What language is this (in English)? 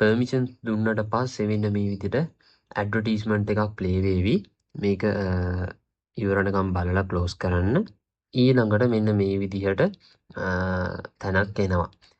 Sinhala